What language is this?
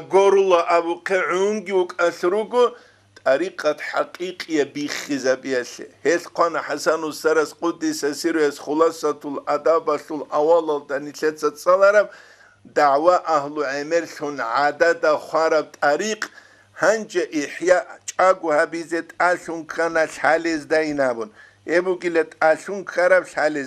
Avaric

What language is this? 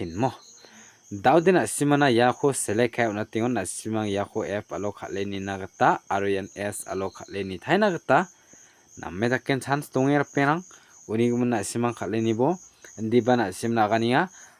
Garo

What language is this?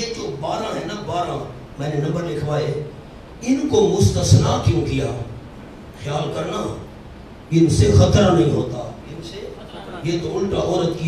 Urdu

